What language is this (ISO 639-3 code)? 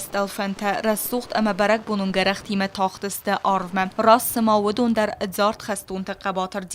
oss